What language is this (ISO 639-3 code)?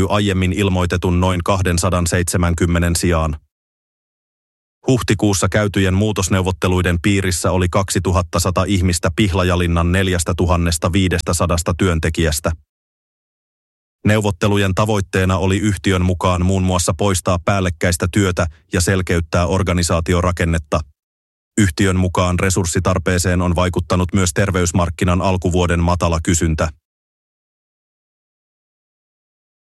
fin